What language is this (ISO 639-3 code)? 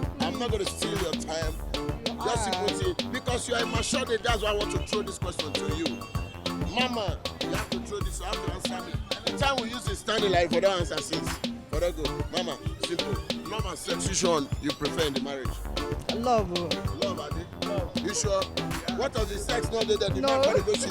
pcm